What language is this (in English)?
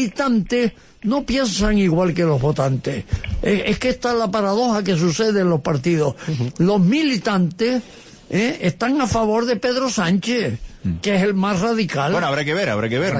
Spanish